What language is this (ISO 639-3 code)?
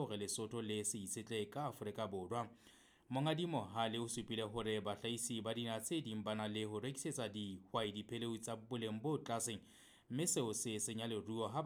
sot